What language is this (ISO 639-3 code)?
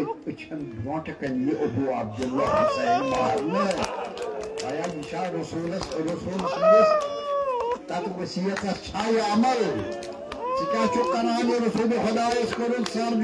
kas